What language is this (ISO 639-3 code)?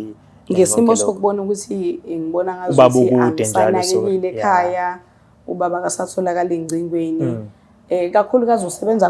zul